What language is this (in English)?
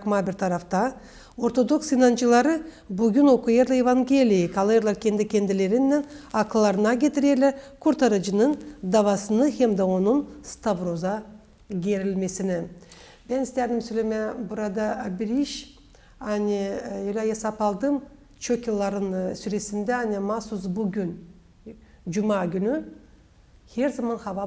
Gagauz